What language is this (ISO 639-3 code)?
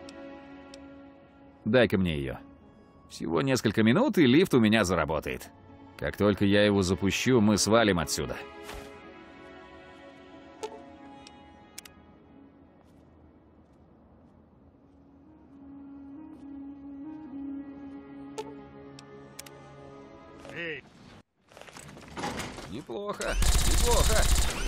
rus